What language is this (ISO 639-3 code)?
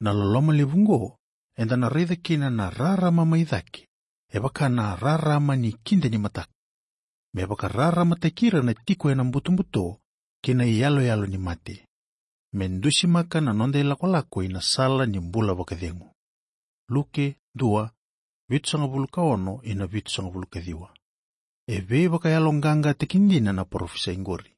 fij